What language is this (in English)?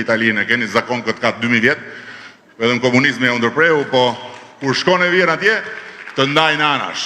Albanian